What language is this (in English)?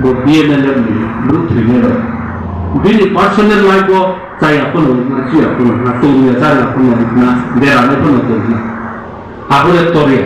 Riang (India)